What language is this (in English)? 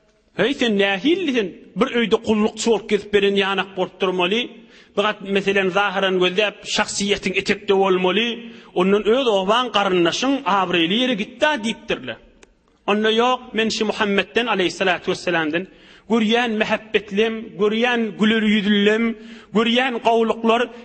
Turkmen